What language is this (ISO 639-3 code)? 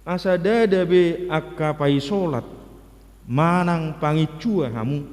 bbc